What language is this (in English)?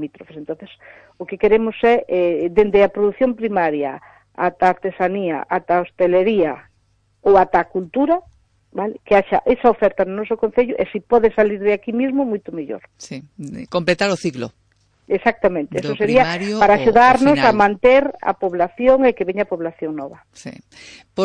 Galician